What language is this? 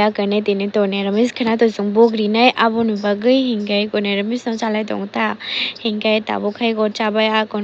Kok Borok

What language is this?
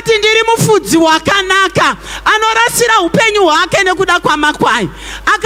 Shona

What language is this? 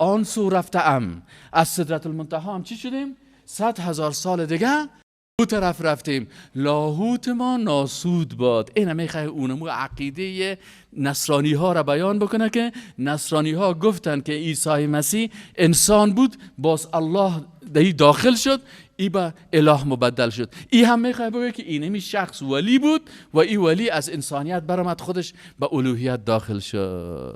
Persian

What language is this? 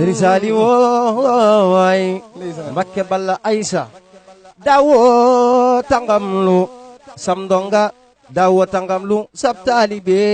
Wolof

